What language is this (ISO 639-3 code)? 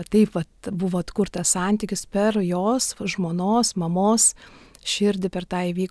lit